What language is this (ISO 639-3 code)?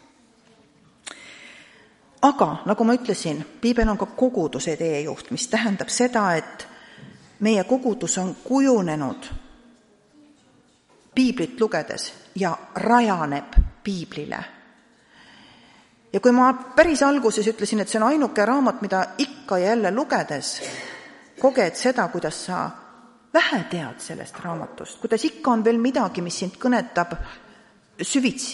est